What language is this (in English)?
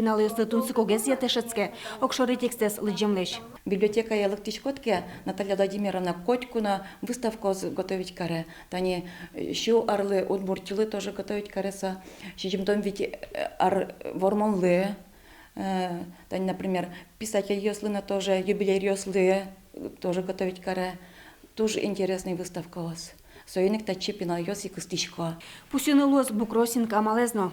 Udmurt